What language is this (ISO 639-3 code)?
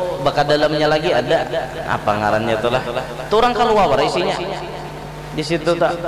bjn